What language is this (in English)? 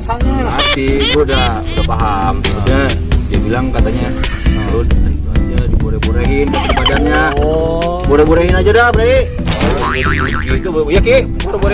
Betawi